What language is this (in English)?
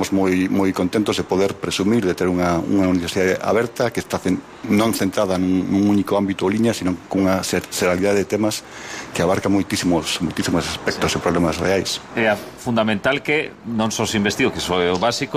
Galician